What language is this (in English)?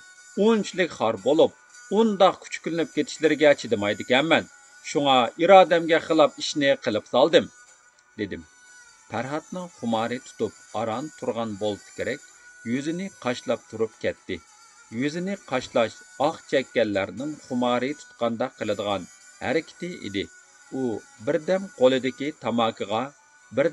Uyghur